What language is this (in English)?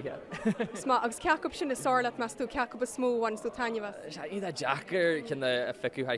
Irish